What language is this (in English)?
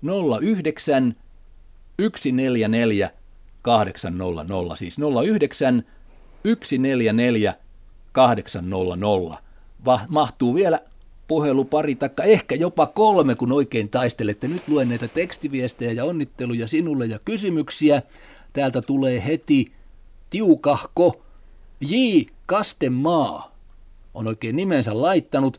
Finnish